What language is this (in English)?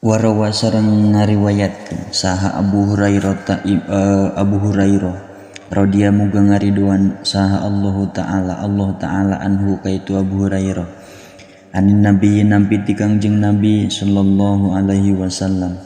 Sundanese